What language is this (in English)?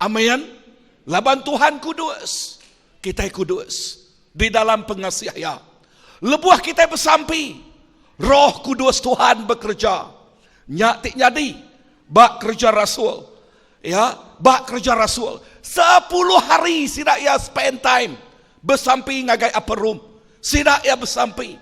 Iban